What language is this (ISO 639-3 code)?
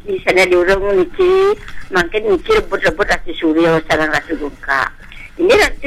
ban